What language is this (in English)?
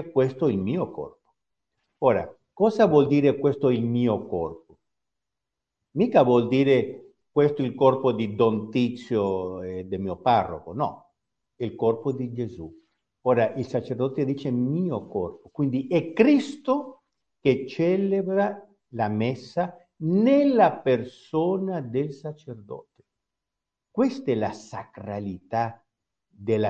Italian